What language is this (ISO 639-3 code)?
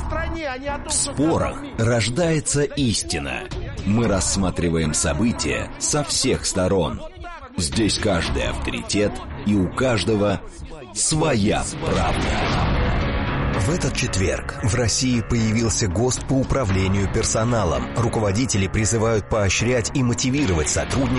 rus